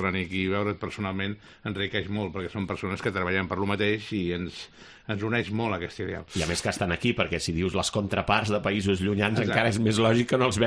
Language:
Catalan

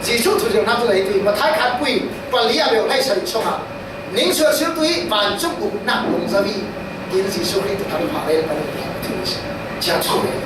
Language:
Falam Chin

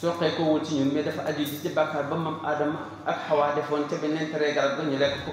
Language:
Wolof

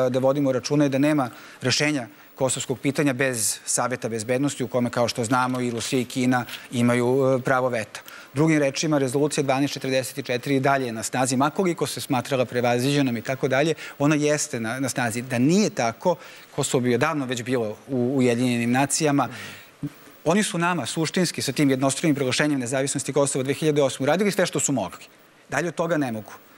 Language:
Serbian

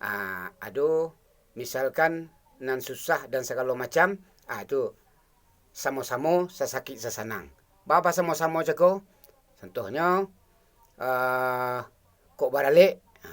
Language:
Minangkabau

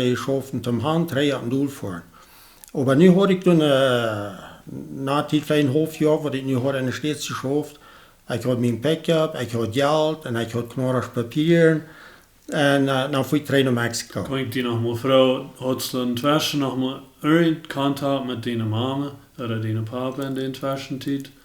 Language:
Plautdietsch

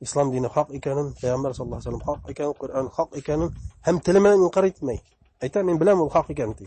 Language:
Bashkir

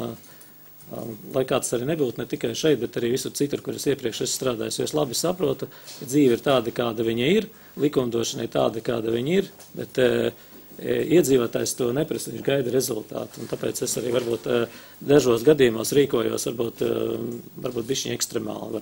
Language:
Latvian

